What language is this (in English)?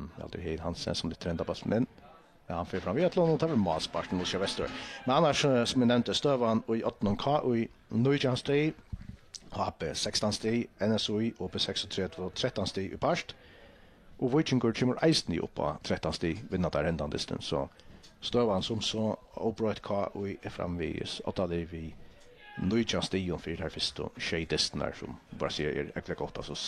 Faroese